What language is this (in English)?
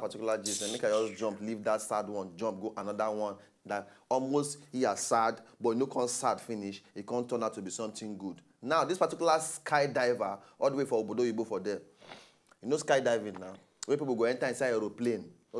Nigerian Pidgin